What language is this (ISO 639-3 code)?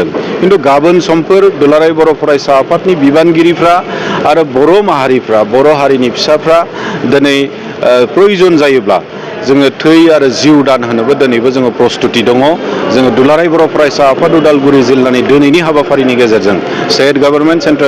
brx